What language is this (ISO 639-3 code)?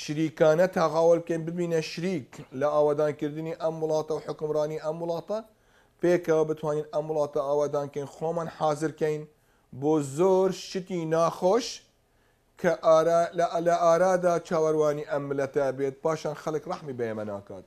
ckb